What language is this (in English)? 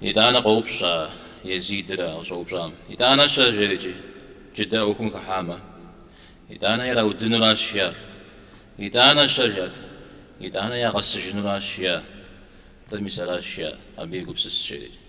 Kabardian